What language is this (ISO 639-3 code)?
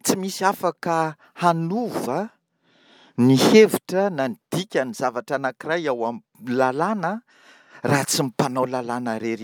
mlg